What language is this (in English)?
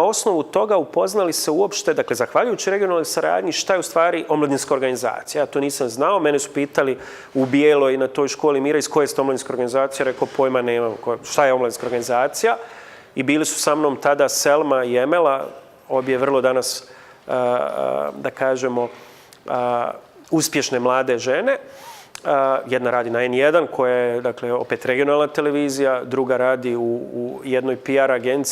Bosnian